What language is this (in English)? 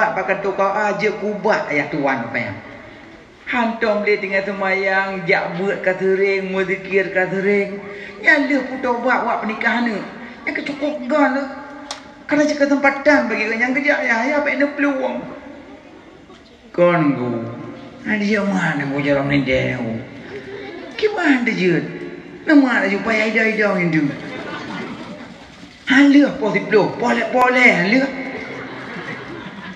Malay